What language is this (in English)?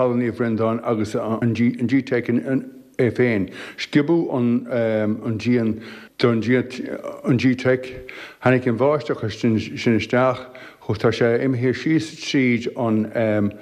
Irish